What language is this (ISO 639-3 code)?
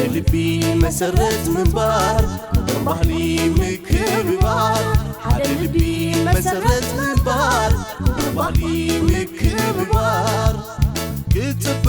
tir